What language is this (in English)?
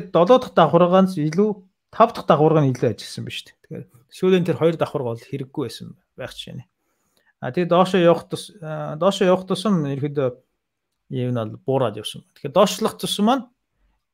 Mongolian